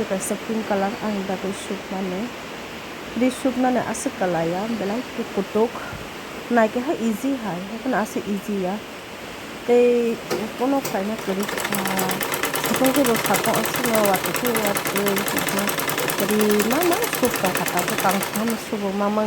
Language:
Kok Borok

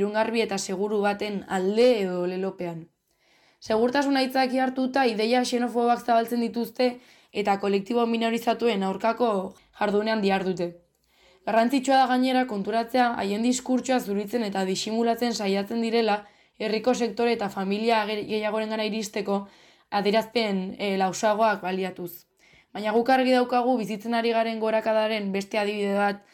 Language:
Basque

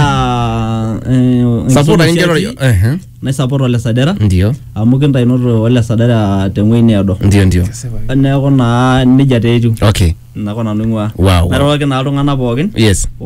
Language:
Masai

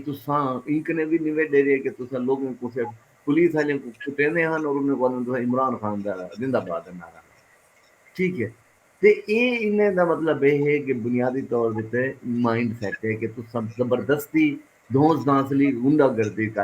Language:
Saraiki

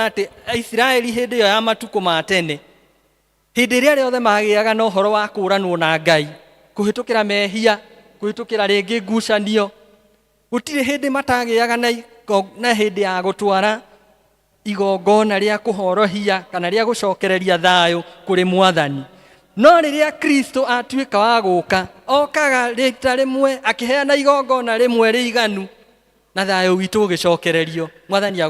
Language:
Kikuyu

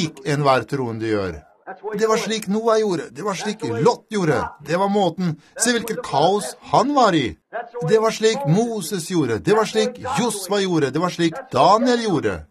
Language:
Norwegian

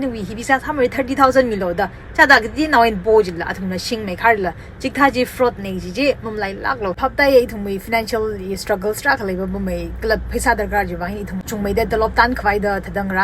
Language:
Tangkhul Naga (India)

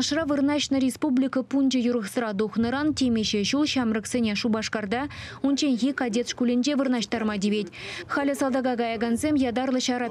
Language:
Chuvash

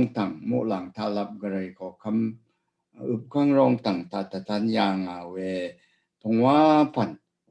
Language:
Rawang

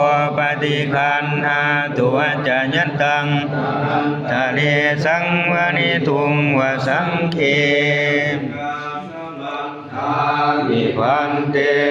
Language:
Pali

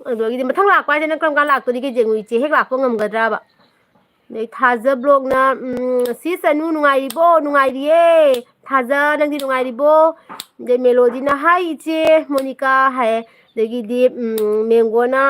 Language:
Manipuri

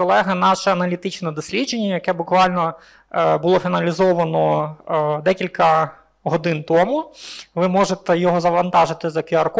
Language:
Ukrainian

